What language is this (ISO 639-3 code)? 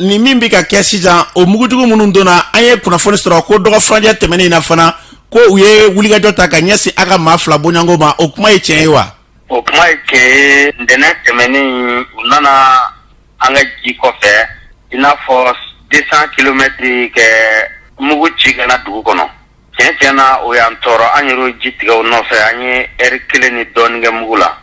bam